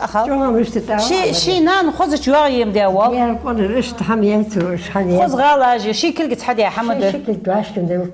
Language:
Ingush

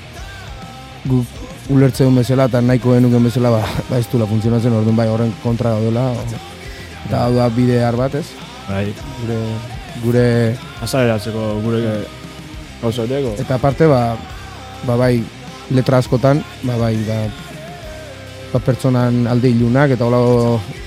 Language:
Basque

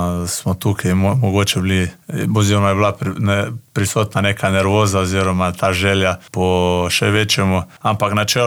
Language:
Slovenian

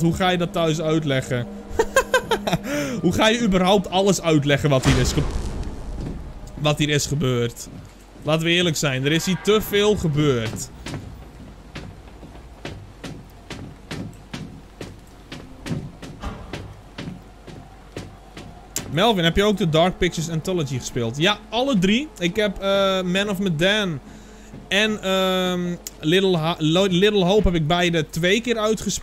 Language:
Dutch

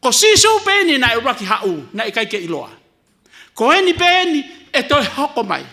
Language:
Tongan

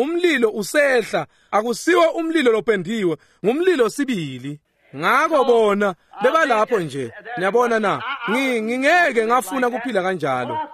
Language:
Swati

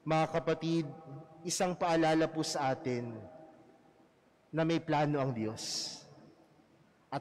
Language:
Filipino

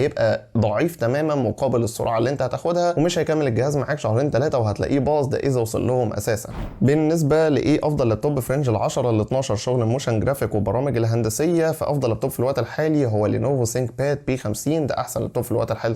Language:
Egyptian Arabic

